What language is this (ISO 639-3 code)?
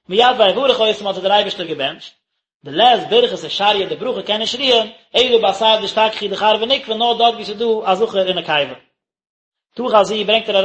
yid